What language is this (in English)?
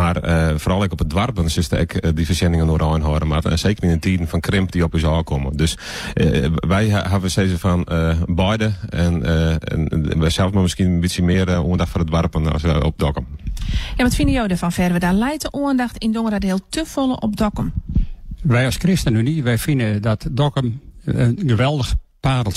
Western Frisian